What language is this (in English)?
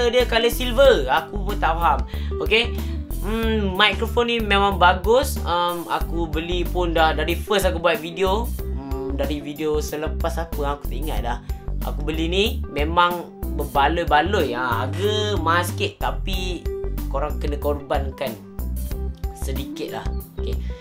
Malay